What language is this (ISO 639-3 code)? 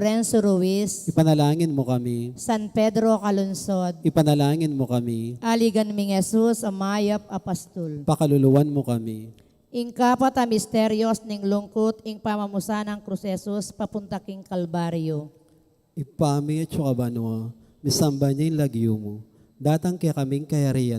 pam